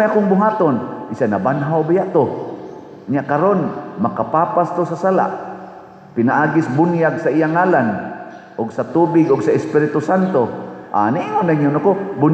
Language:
Cebuano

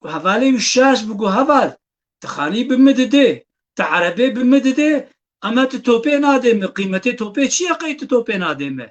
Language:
Kurdish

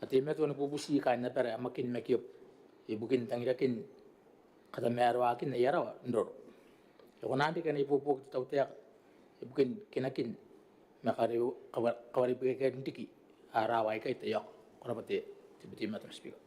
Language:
Gilbertese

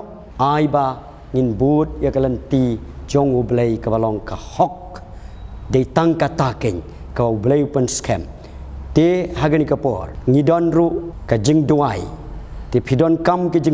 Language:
Khasi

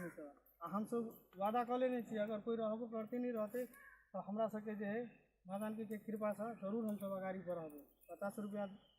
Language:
Maithili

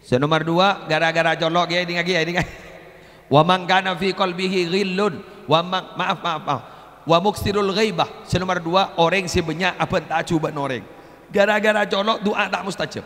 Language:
Madurese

